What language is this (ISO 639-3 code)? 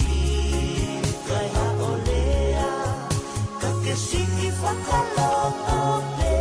ton